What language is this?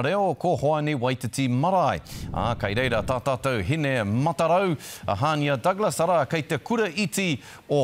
Māori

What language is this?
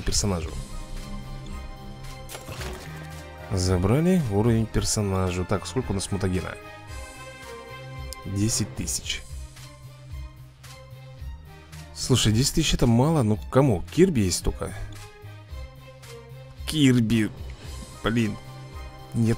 Russian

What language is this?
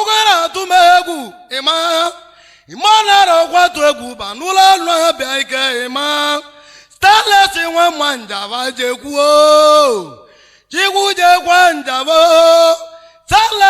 Igbo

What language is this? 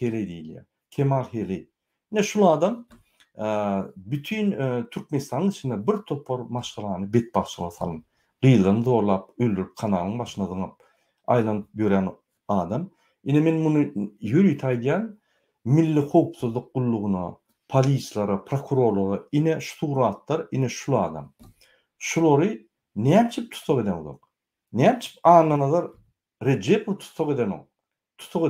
Turkmen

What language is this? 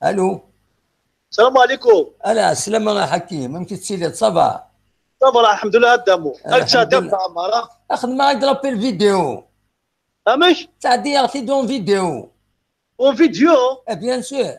Kabyle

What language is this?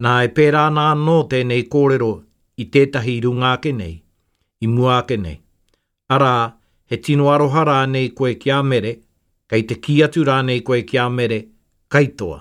Māori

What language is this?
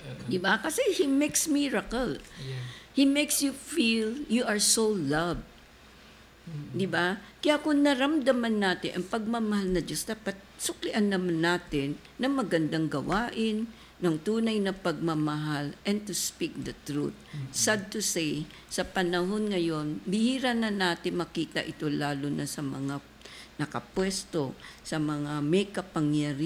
Filipino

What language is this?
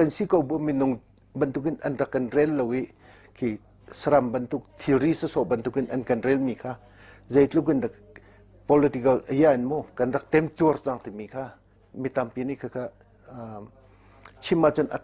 Hakha Chin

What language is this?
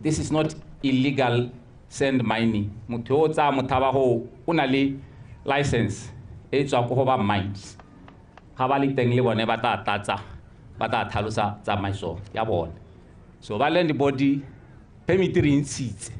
Tswana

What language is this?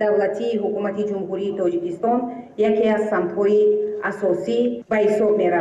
Tajik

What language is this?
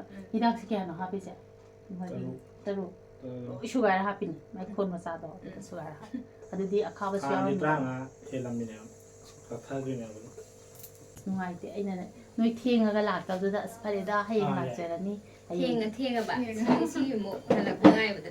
Manipuri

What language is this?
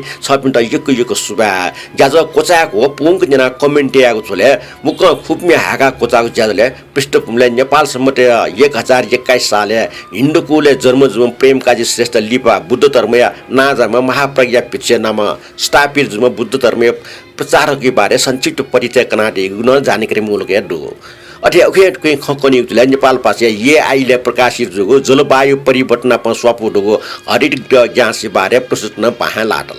Newari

